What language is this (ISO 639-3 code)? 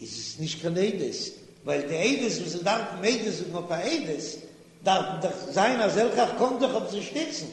yid